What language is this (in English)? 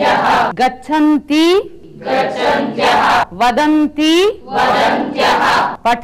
Sanskrit